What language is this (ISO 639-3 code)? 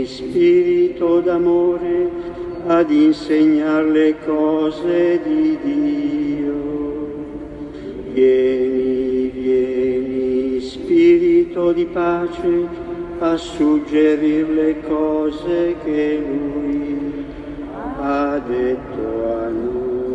ita